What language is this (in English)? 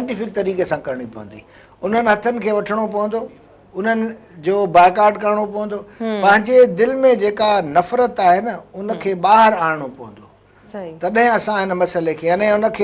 Sindhi